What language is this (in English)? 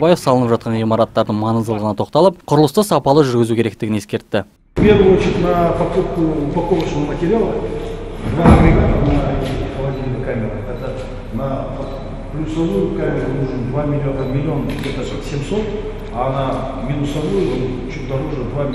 Kazakh